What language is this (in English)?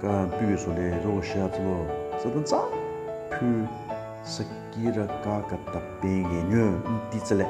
Southern Rengma Naga